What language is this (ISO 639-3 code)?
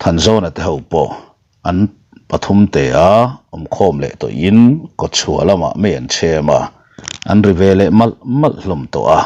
lus